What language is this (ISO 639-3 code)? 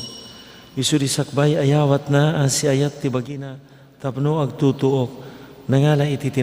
ilo